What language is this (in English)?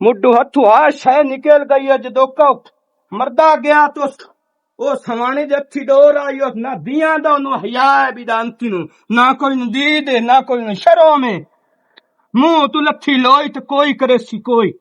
Western Panjabi